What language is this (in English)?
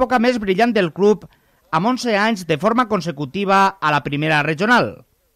Catalan